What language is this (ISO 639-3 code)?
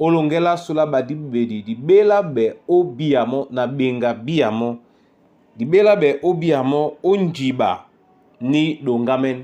dua